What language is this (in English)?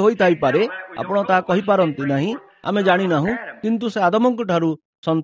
Odia